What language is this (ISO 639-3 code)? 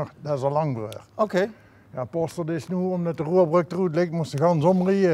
lim